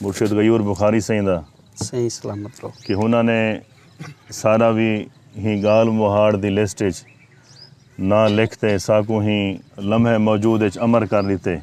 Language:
Saraiki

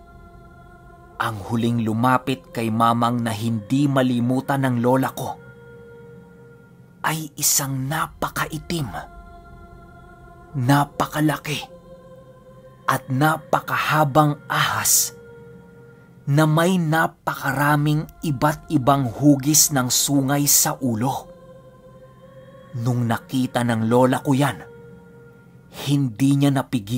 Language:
Filipino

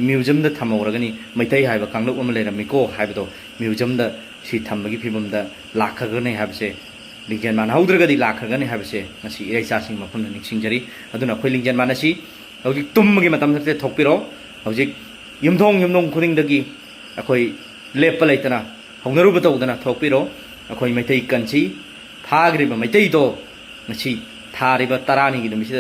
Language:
Manipuri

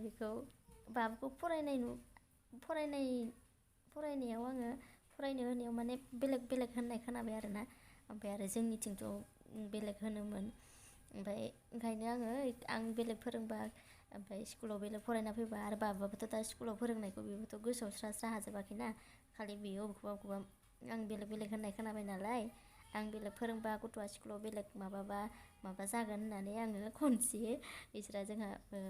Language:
Bodo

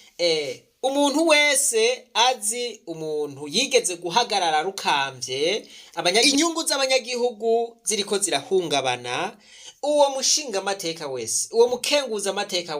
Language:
Rundi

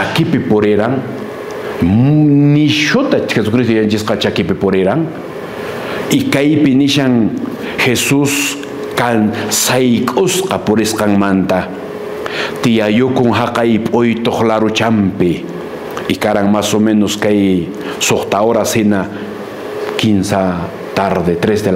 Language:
Quechua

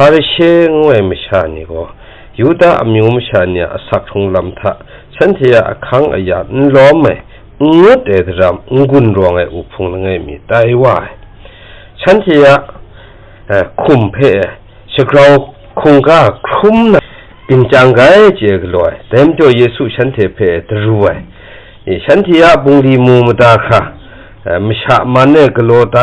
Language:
Kachin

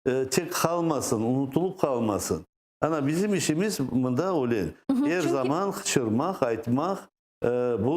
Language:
Crimean Tatar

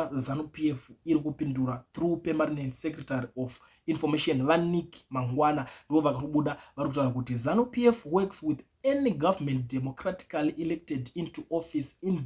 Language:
Shona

